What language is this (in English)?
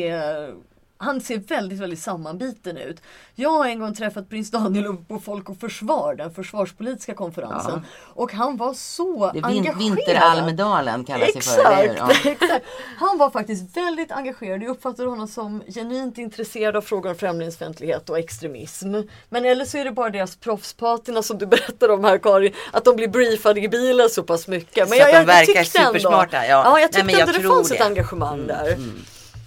Swedish